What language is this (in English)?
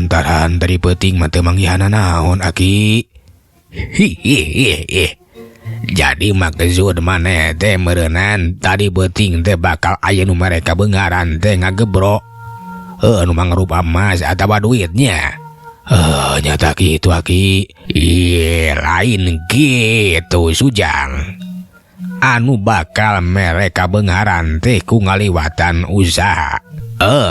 Sundanese